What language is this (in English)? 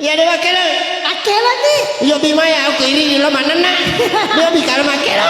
Buginese